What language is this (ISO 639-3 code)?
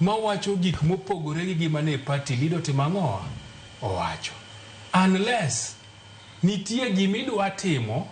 luo